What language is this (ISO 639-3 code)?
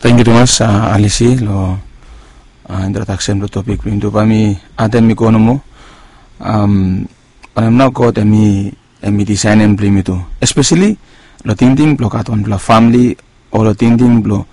bis